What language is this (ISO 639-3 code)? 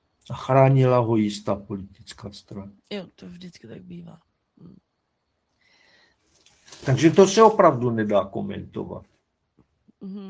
ces